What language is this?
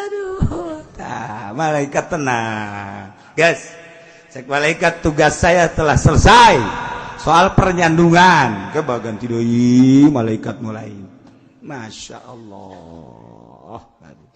Sundanese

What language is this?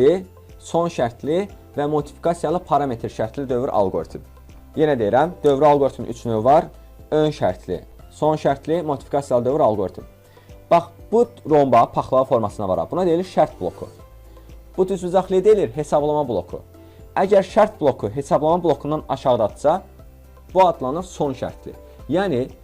Azerbaijani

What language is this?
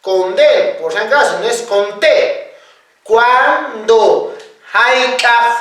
Quechua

